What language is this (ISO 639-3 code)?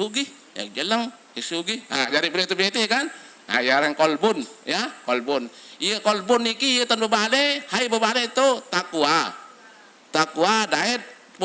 sas